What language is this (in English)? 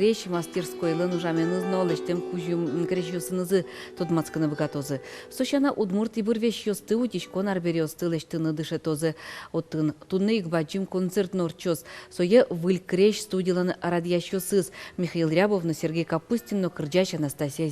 Udmurt